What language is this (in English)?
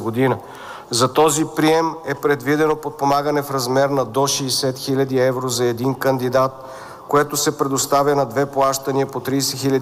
Bulgarian